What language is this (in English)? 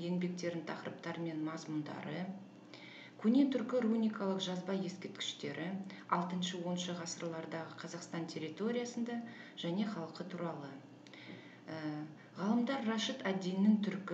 Kazakh